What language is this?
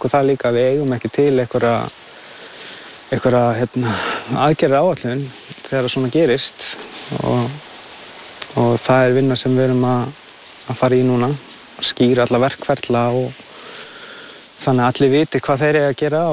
Icelandic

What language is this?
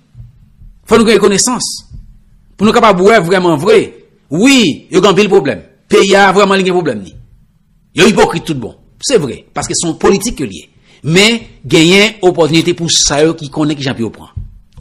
Haitian Creole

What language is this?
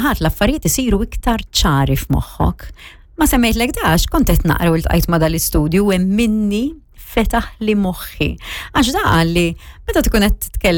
Maltese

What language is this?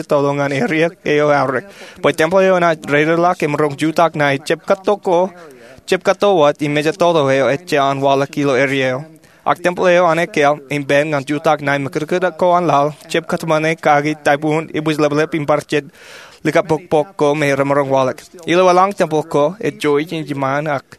Marshallese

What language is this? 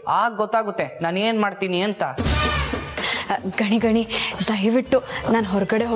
Kannada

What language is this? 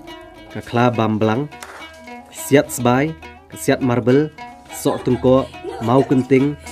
Khasi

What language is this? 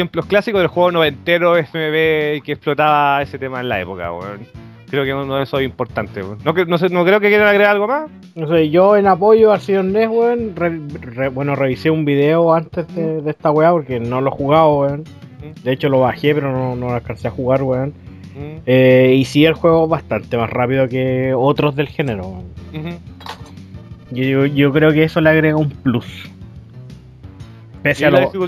Spanish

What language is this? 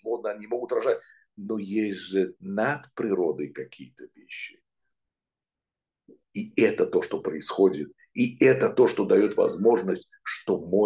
Russian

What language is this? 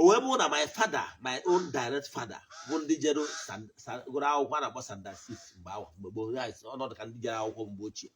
Igbo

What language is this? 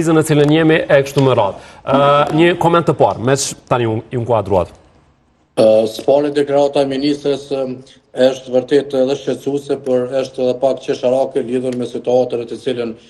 Albanian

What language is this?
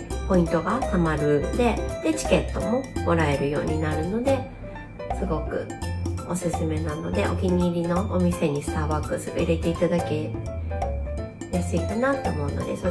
Japanese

